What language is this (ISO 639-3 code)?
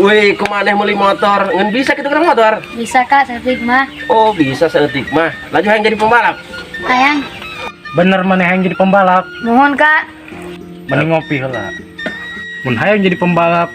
sun